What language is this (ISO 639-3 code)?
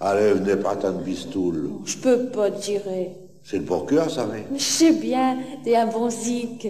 pcd